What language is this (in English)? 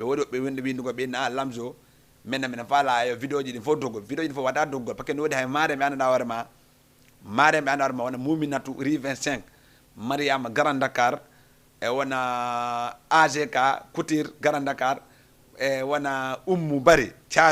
Fula